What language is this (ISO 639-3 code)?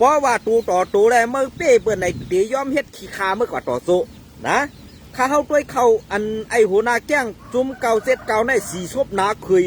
shn